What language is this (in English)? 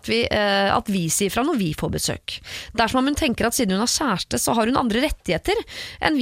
Norwegian